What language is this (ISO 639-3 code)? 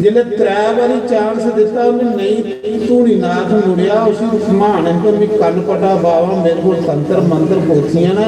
doi